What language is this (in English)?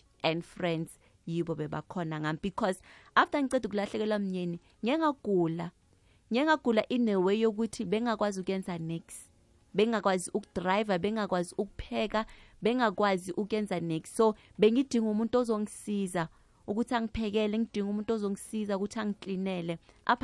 South Ndebele